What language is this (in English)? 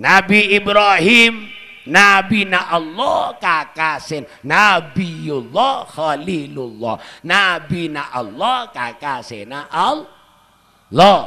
Madurese